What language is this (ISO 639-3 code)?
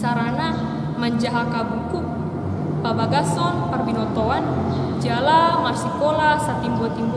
bbc